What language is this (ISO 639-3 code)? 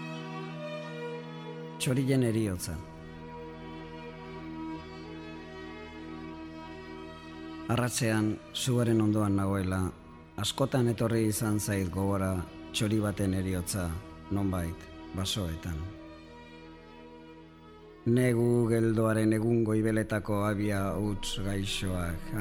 eus